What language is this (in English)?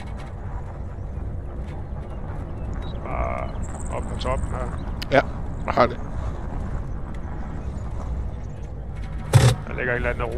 Danish